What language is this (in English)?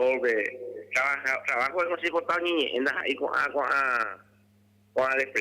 Guarani